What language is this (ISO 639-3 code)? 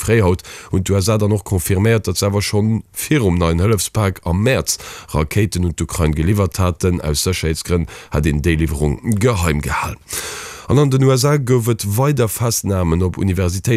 ltz